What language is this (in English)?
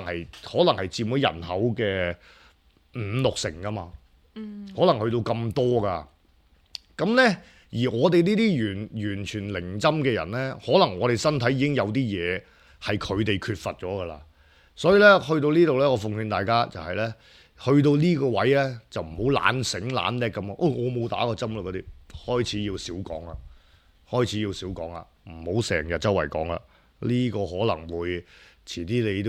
Cantonese